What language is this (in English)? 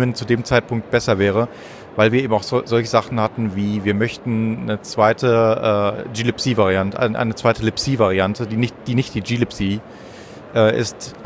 German